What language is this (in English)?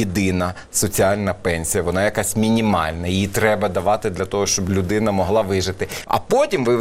Ukrainian